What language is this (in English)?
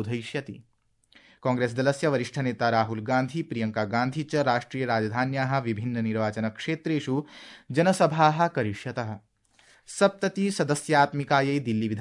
Sanskrit